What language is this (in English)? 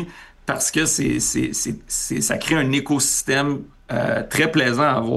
French